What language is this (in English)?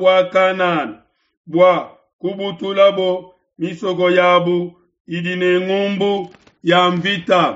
Luba-Lulua